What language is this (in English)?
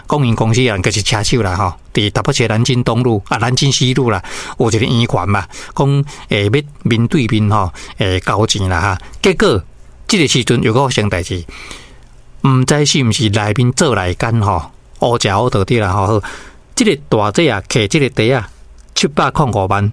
Min Nan Chinese